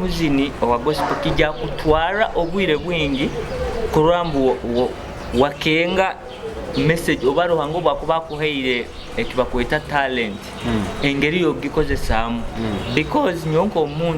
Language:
Nyoro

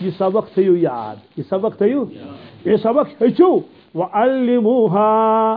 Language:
Kashmiri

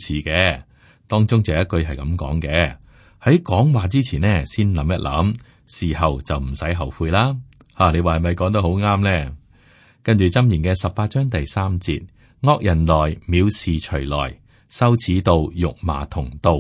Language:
Cantonese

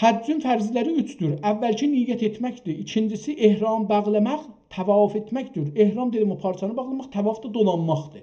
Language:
South Azerbaijani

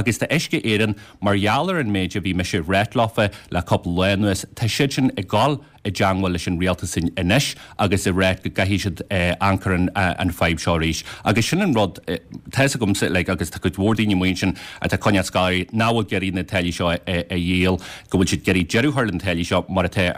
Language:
Irish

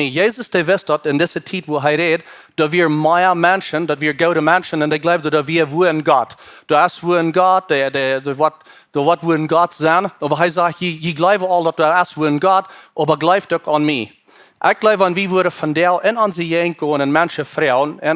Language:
Plautdietsch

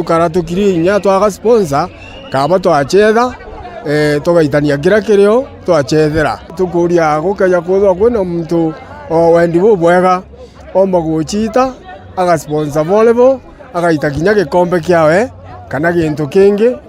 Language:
Meru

